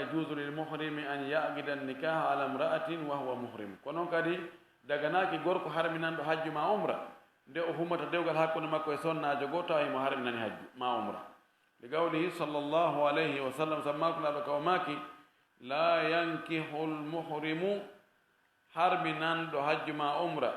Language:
Fula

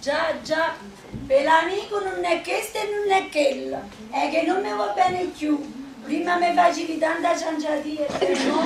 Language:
Neapolitan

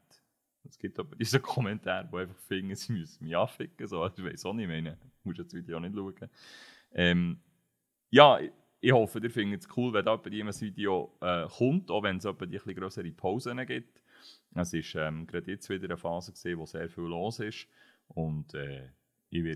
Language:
Swiss German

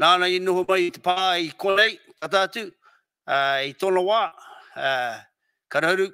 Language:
Māori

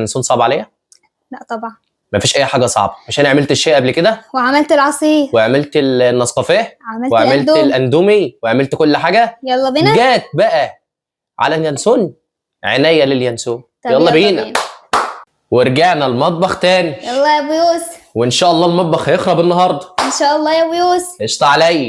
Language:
Egyptian Arabic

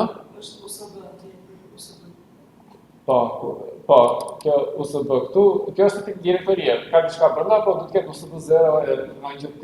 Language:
Albanian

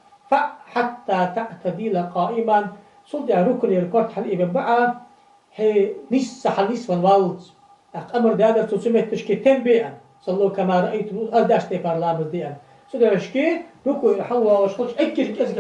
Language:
Ingush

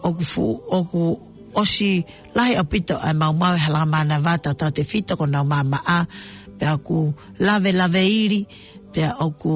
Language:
Tongan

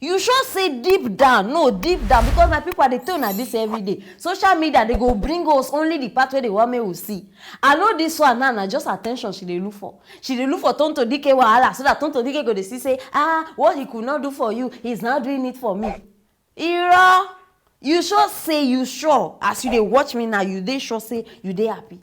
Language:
Nigerian Pidgin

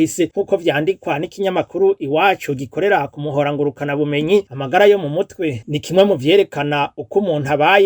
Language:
Rundi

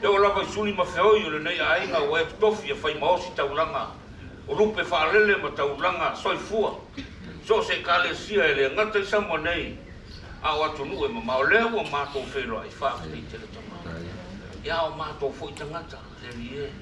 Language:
Samoan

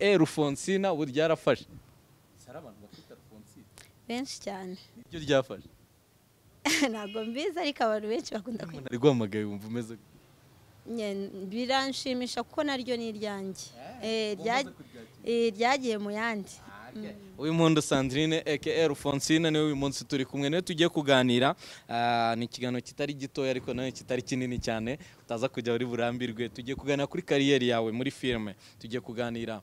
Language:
Kinyarwanda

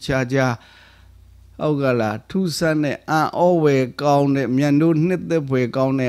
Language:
Burmese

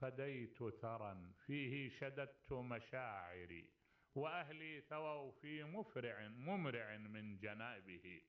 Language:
Mesopotamian Arabic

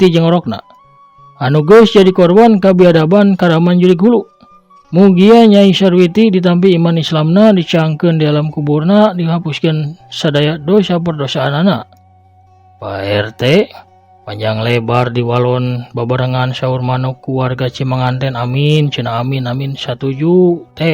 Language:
Sundanese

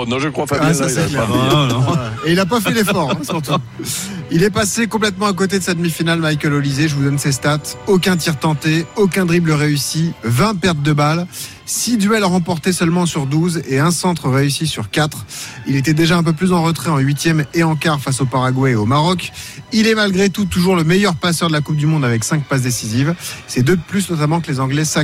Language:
French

